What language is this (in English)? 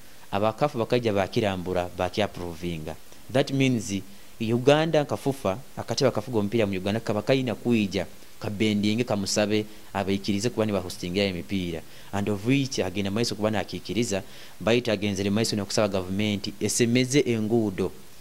Nyoro